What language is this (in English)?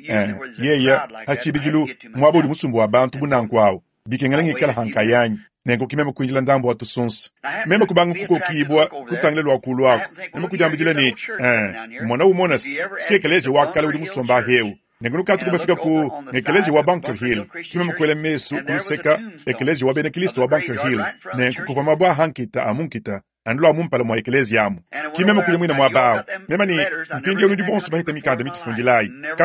Luba-Lulua